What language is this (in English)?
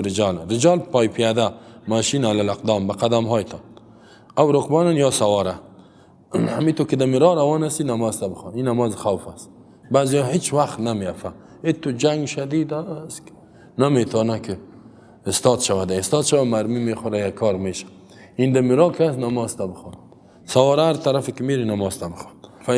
Persian